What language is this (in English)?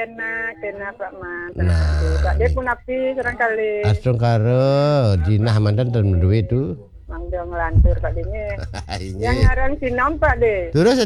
Balinese